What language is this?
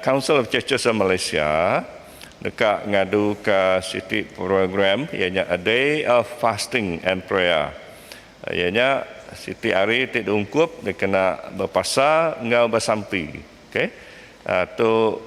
Iban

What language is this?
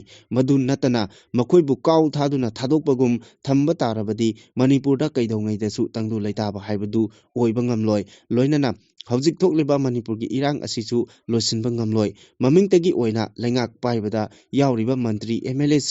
Manipuri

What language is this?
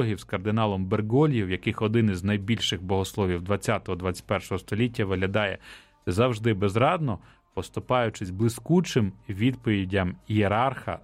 Ukrainian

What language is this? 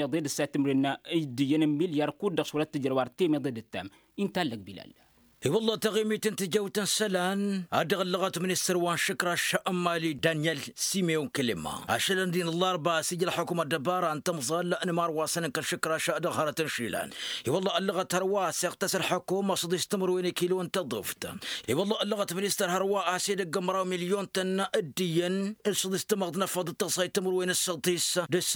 Tamasheq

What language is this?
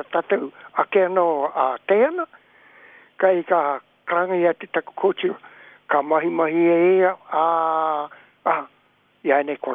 Māori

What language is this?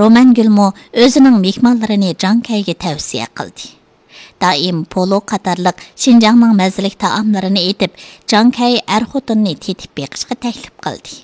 Uyghur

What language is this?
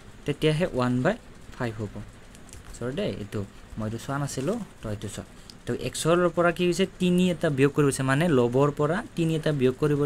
Assamese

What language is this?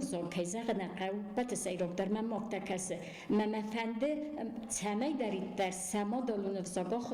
Ossetic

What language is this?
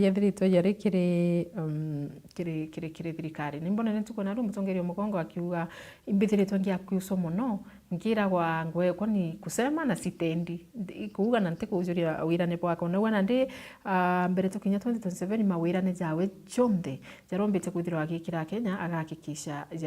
Meru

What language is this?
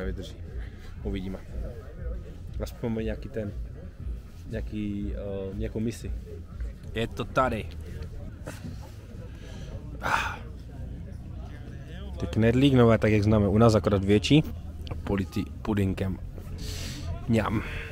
Czech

